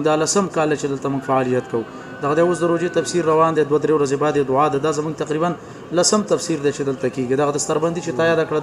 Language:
Pashto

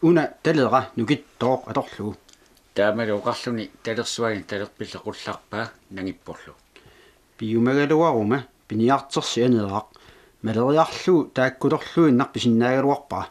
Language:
Kalaallisut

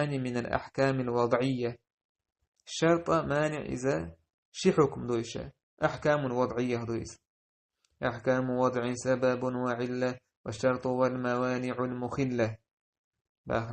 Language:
Chechen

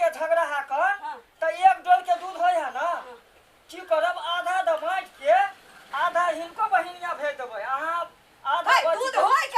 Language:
Maithili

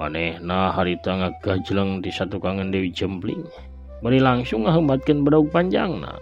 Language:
Sundanese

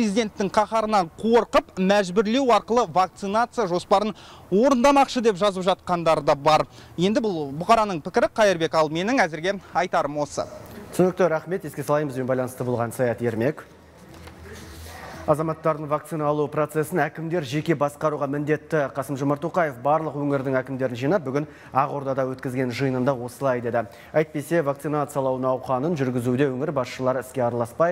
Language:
Kazakh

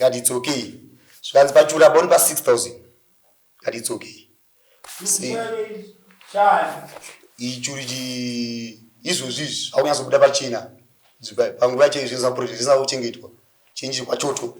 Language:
Shona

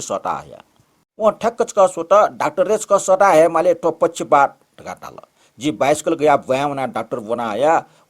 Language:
Newari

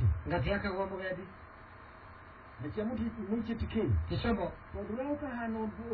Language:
Kikuyu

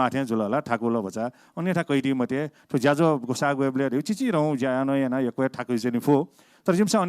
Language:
Newari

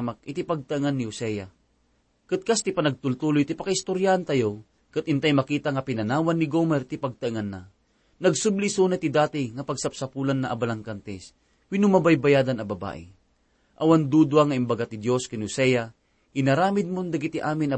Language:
Iloko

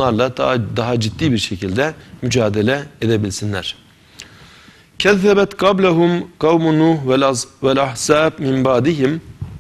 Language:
Turkish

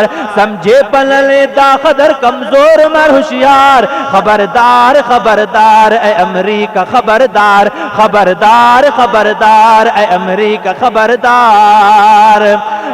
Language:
Brahui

